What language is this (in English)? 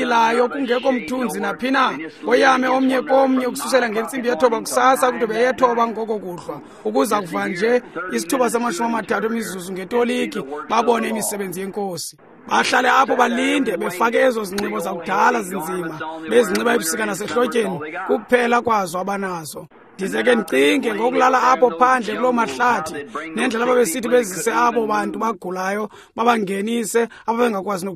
Xhosa